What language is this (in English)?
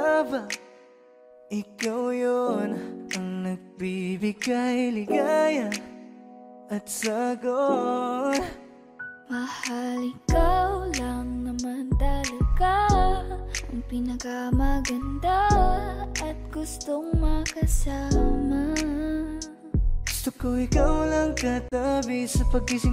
Filipino